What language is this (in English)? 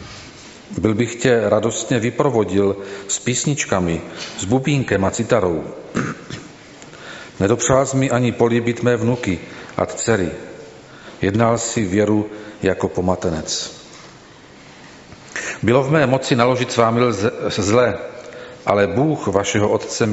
Czech